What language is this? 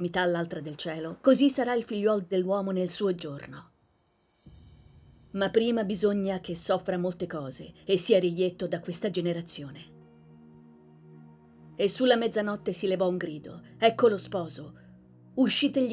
Italian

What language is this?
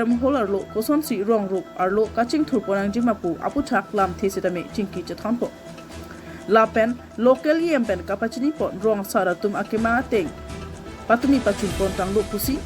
Karbi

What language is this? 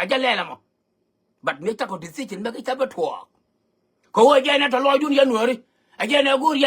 Nuer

